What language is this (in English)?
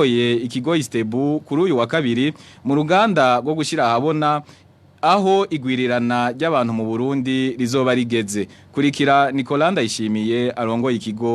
Rundi